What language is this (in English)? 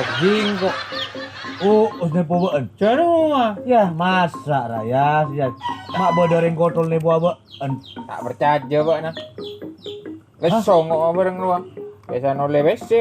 Madurese